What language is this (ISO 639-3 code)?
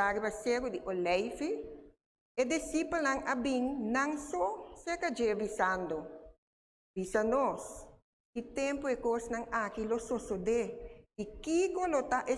pap